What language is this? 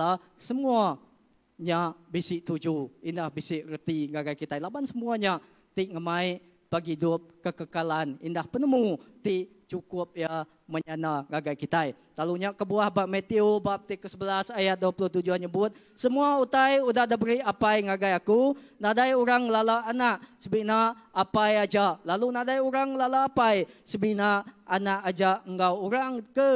Iban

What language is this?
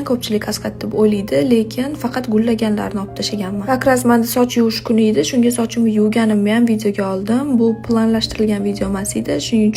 Uzbek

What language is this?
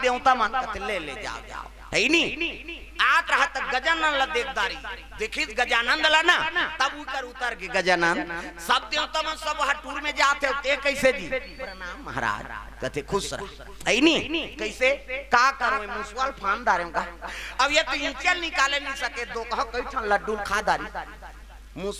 Chhattisgarhi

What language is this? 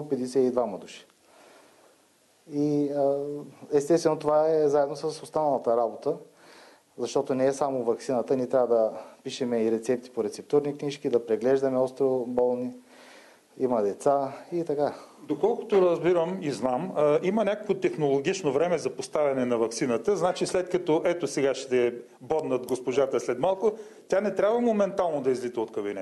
Bulgarian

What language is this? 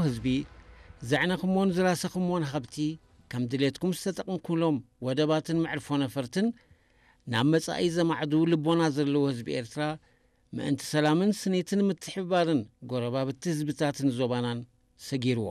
Tigrinya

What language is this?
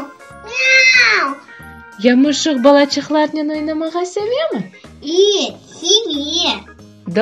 Crimean Tatar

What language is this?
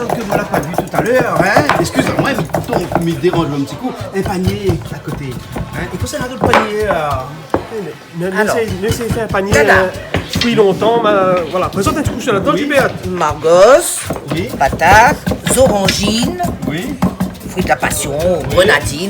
Réunion Creole French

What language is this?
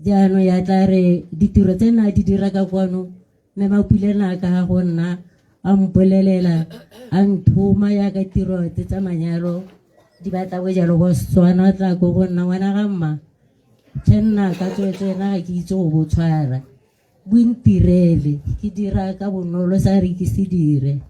Tswana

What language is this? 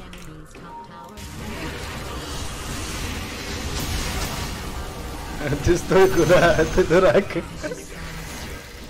Russian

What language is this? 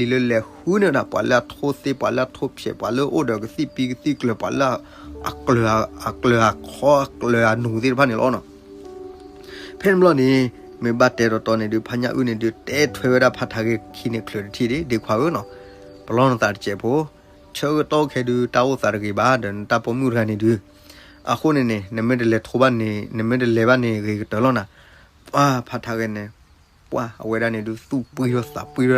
S'gaw Karen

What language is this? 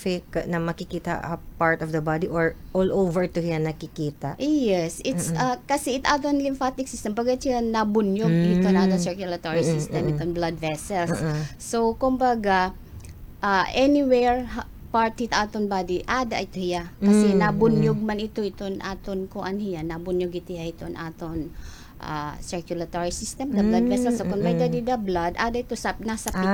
Waray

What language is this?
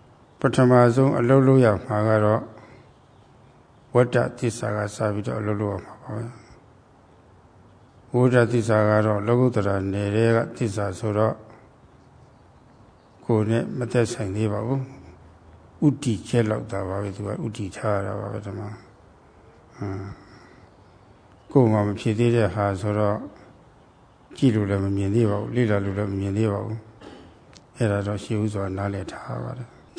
Burmese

